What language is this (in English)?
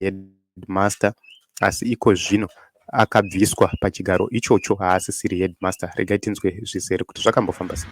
Shona